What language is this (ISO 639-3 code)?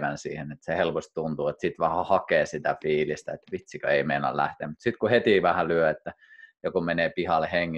fin